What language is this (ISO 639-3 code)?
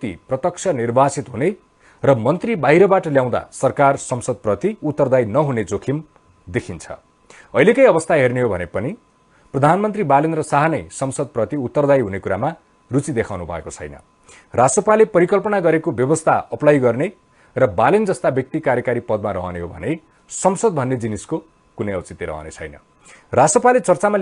nep